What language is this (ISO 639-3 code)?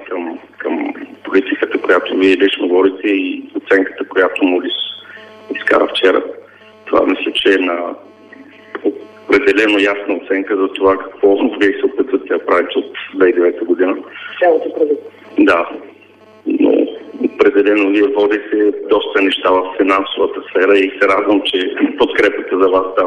bul